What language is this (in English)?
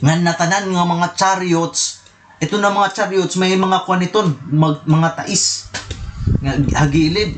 Waray